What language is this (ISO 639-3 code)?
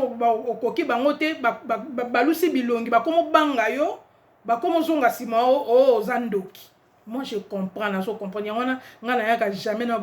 lin